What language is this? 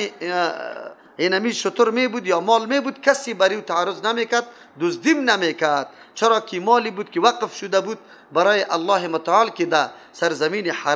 Persian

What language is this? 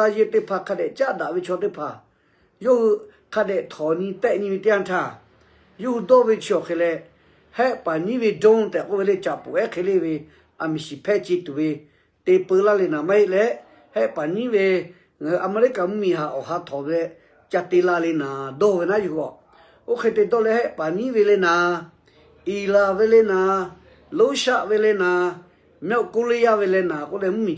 Lahu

